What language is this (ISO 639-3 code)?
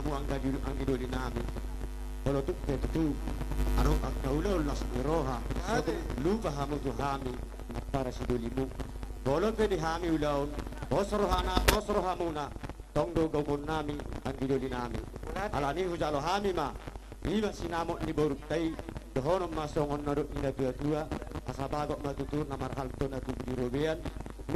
bbc